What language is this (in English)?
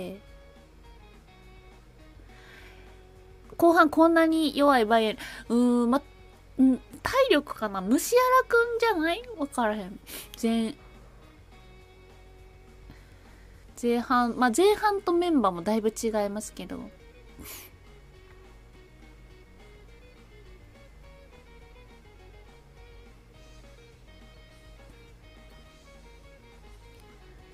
Japanese